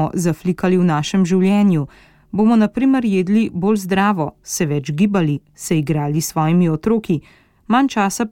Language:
Slovenian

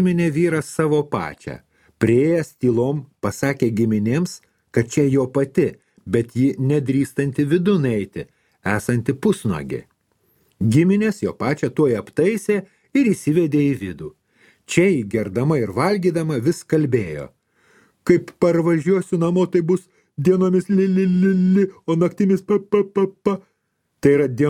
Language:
Lithuanian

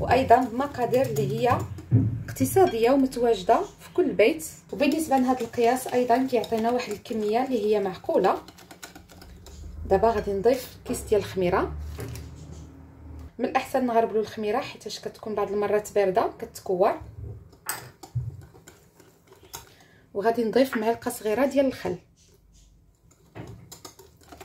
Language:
Moroccan Arabic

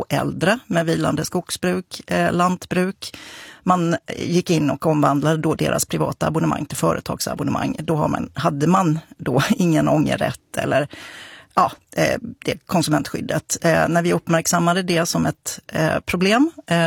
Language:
Swedish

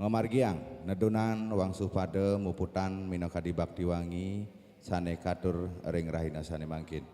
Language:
Balinese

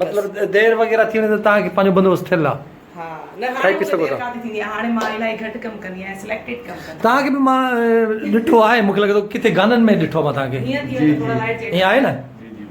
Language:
Sindhi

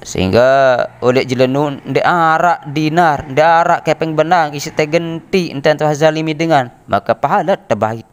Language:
Sasak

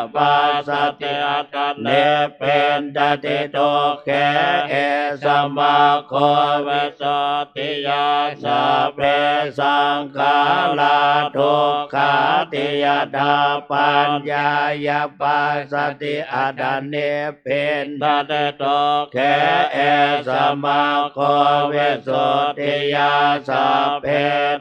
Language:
Pali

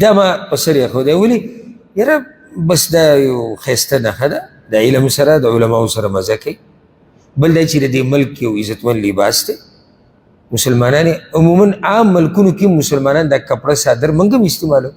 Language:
Pashto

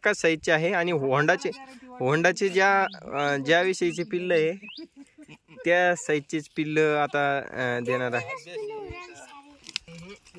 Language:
Marathi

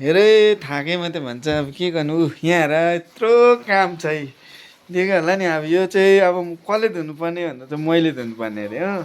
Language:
Nepali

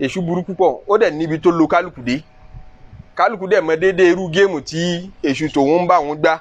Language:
Yoruba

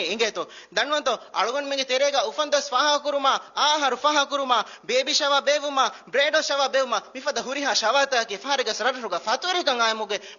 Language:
Divehi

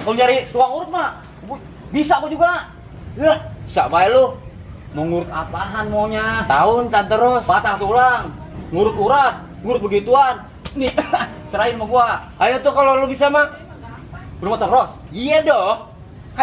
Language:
Betawi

